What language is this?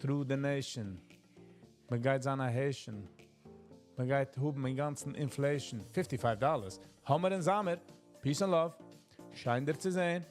Yiddish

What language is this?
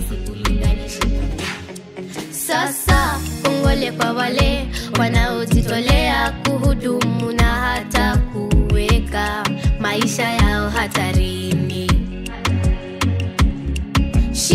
Swahili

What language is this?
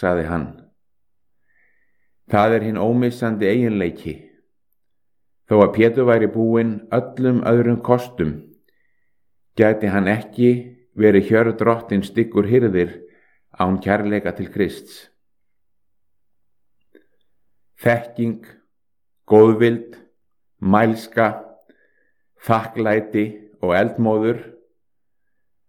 Icelandic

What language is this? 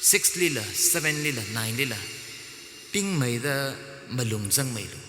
Tangkhul Naga (India)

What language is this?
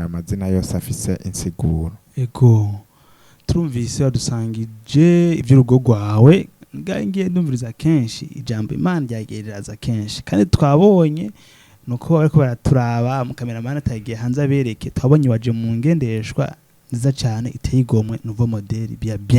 Rundi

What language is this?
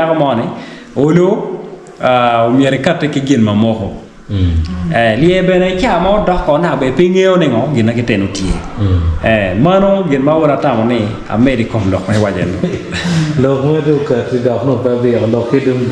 Acoli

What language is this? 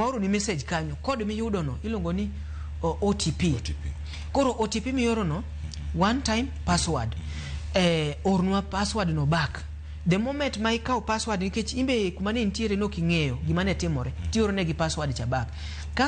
Luo (Kenya and Tanzania)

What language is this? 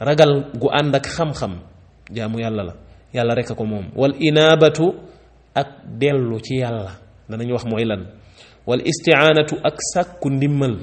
Wolof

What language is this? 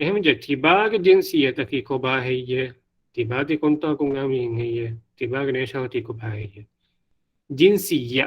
Divehi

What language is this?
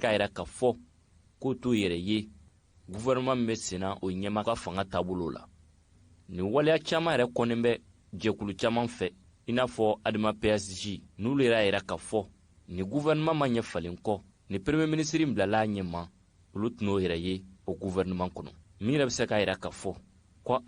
Bambara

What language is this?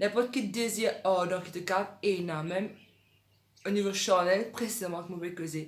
Morisyen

